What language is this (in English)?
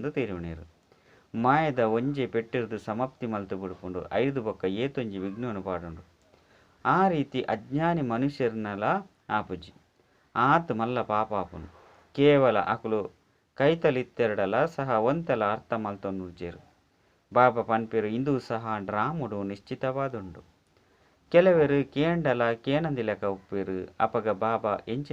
Tulu